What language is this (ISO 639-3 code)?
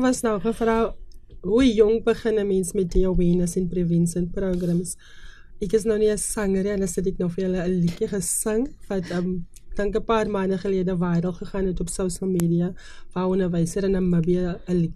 afr